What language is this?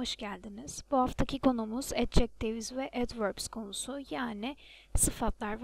Turkish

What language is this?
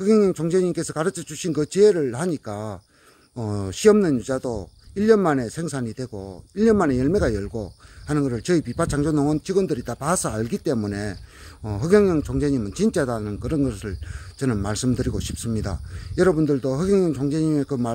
Korean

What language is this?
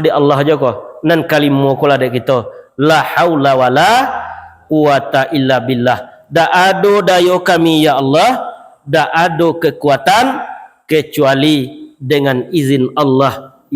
Minangkabau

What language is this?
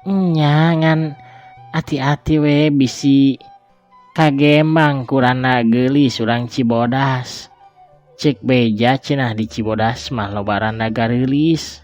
Sundanese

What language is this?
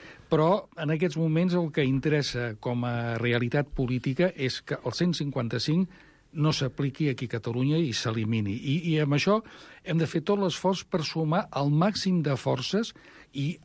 Catalan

